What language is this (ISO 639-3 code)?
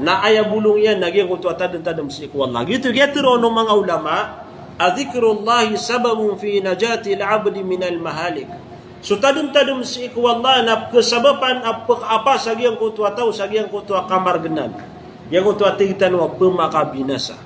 mrw